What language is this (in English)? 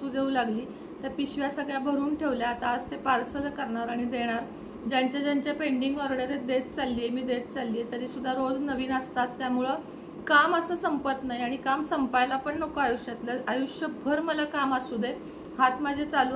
Marathi